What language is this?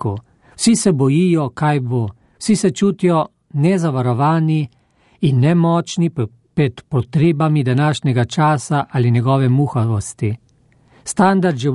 Slovenian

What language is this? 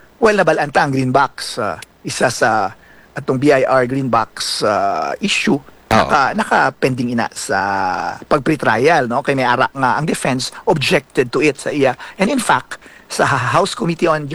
Hiligaynon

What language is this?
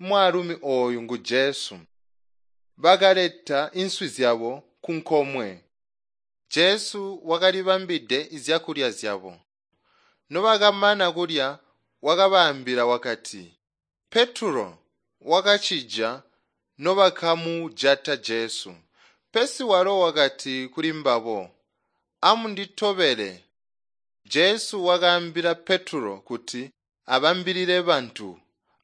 Tonga (Zambia)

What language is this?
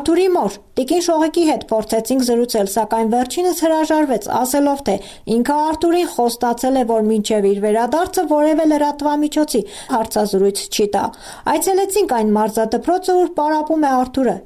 Armenian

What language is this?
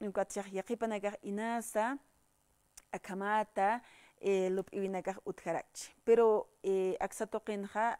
Aymara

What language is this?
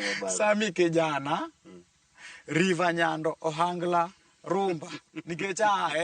Luo (Kenya and Tanzania)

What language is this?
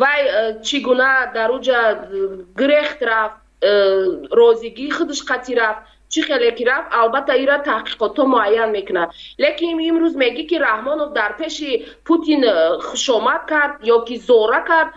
Tajik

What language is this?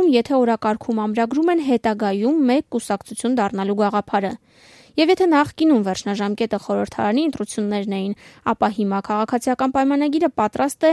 Armenian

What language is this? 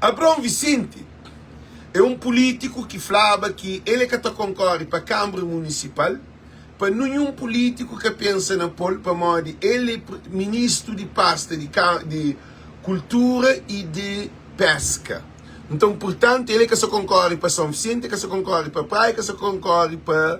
Kabuverdianu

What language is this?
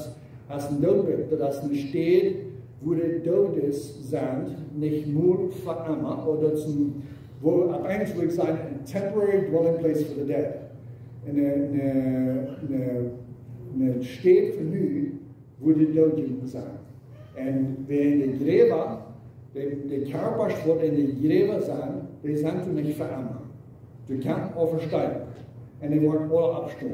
Plautdietsch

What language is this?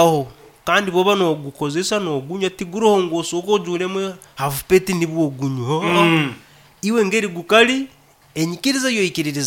Nyankole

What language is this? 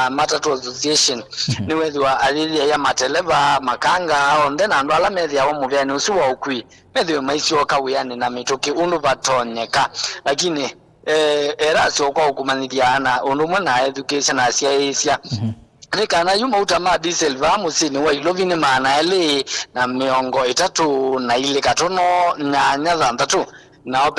Kamba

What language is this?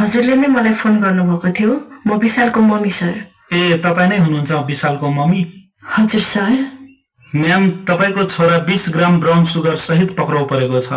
Nepali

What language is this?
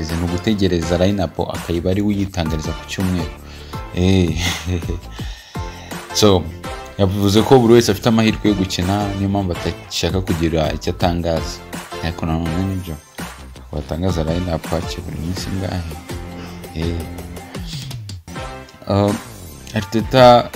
Kinyarwanda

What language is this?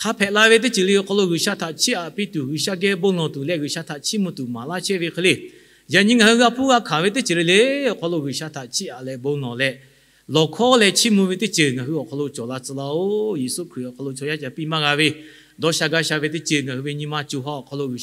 Lahu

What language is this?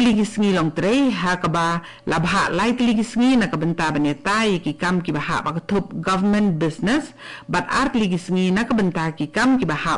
Khasi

